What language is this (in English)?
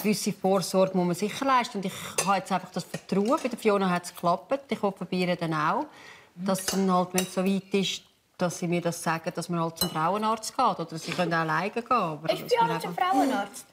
Swiss German